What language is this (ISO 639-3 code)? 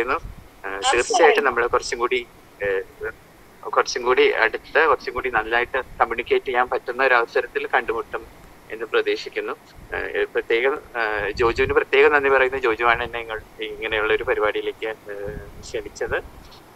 mal